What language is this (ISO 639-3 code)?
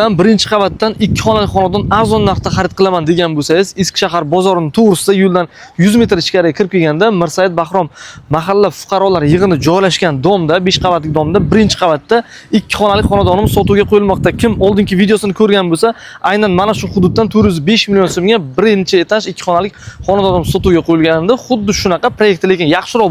uzb